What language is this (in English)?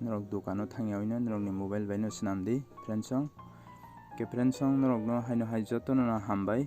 Kok Borok